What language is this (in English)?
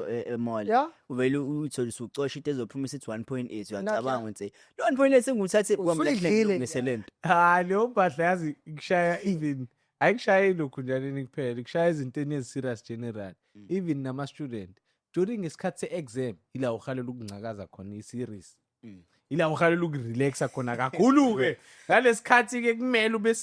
Zulu